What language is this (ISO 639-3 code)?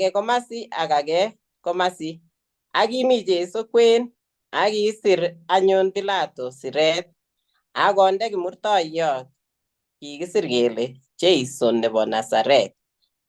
kln